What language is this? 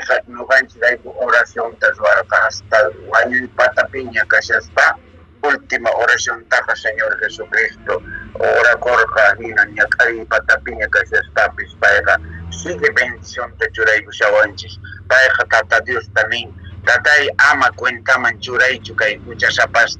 Quechua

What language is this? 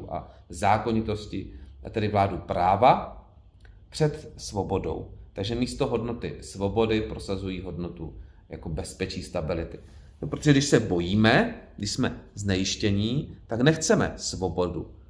Czech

